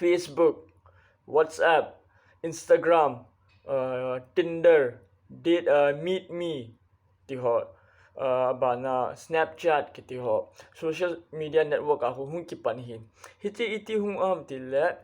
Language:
Thado Chin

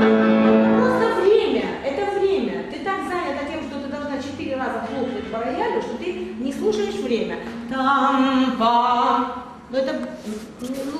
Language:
Russian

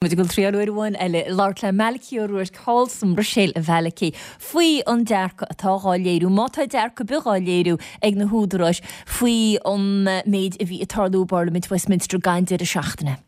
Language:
Irish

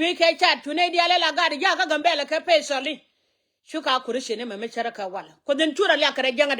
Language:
Nuer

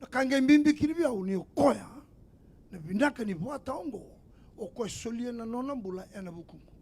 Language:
Fijian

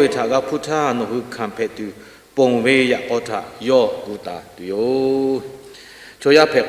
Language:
Lahu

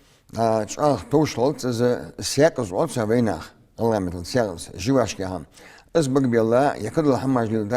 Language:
Ingush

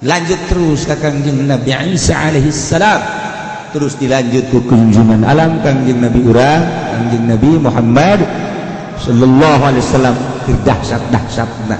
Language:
Sundanese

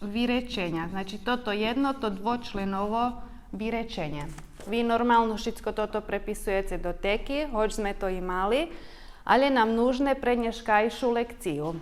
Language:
Rusyn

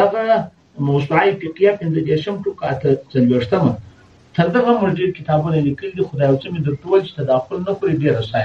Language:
Pashto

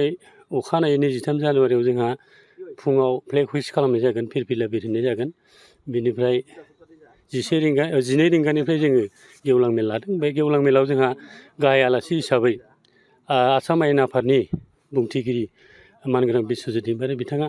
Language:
Bodo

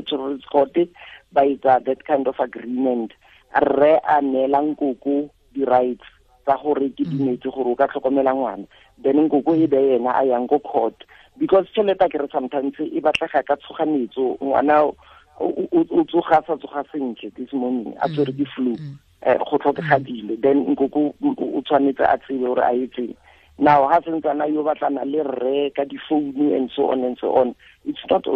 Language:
Tswana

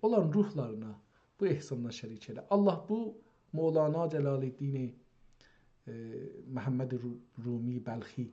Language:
South Azerbaijani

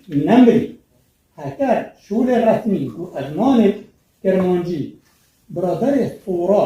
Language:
Kurdish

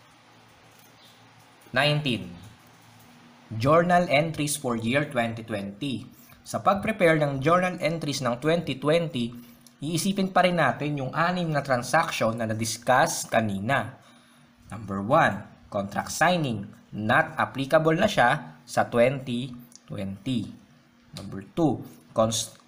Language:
Filipino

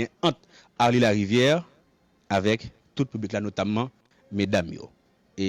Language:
Haitian Creole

